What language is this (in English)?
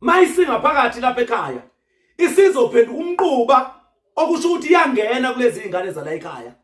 Zulu